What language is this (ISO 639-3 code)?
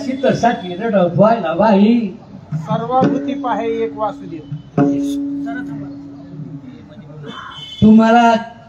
mar